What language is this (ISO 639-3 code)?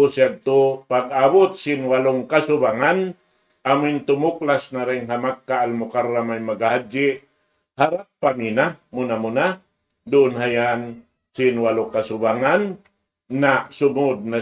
tsg